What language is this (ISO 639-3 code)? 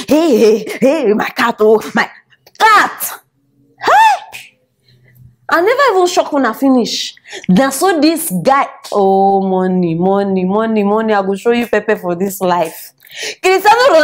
pcm